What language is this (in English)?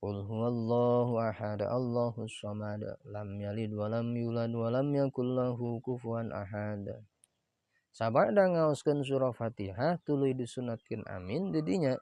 Sundanese